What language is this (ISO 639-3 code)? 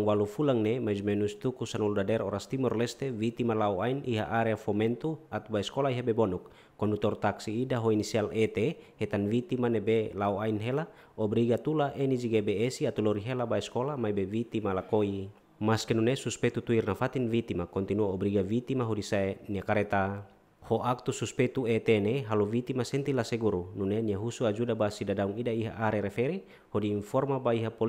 tet